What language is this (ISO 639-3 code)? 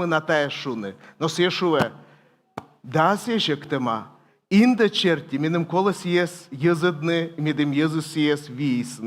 kom